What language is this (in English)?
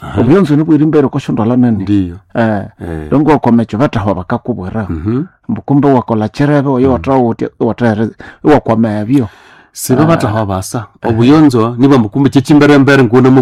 Nande